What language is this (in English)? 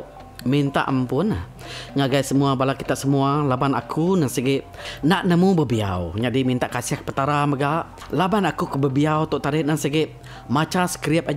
Iban